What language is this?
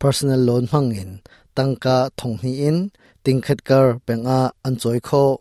Hakha Chin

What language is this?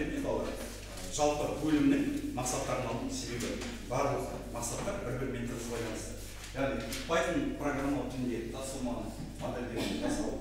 Kazakh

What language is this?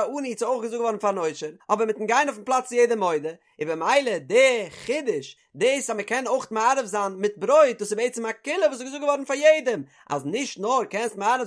Yiddish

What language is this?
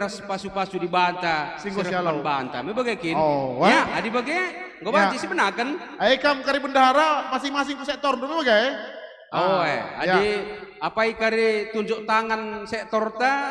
Batak Karo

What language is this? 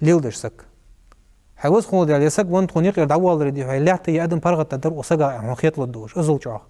Ingush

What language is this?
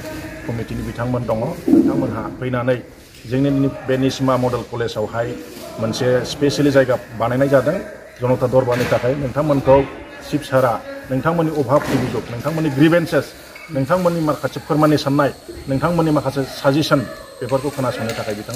Bodo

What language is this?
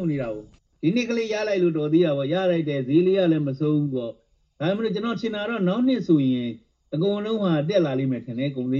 Burmese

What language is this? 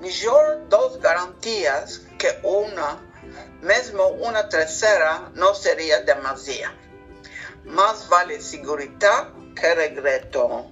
Ladino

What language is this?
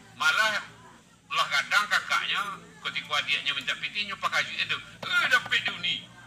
Minangkabau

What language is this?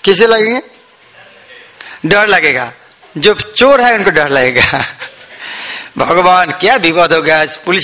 Hindi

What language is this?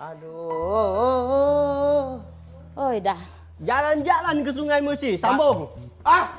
Musi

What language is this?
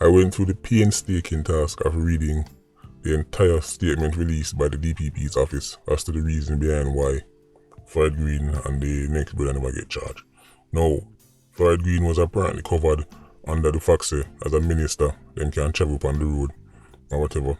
Jamaican Creole English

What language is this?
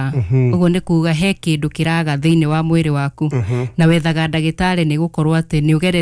Kikuyu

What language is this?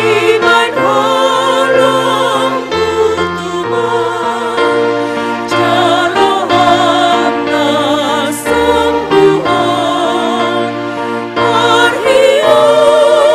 Batak Simalungun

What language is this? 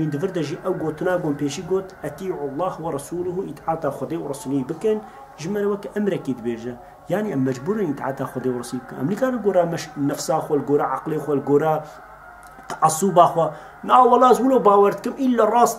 Kurdish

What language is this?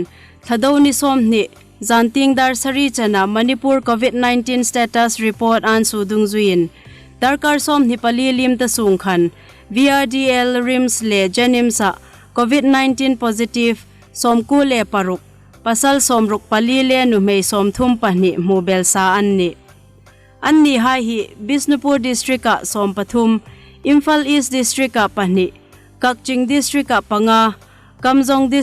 Hmar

